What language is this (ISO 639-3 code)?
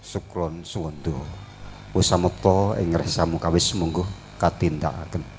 jav